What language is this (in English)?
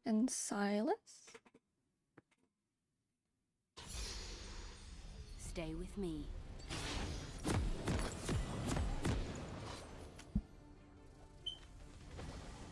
English